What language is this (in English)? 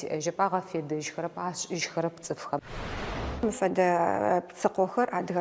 Adyghe